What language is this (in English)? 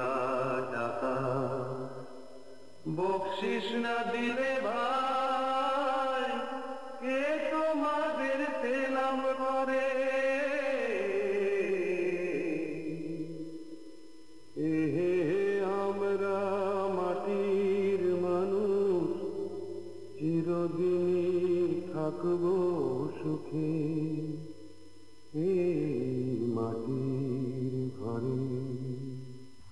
Bangla